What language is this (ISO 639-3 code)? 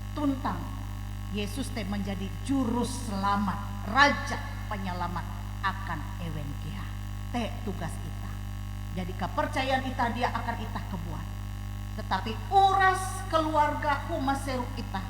nij